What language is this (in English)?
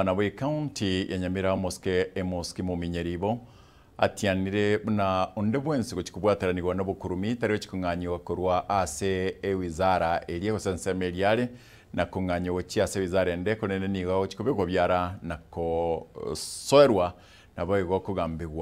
Gusii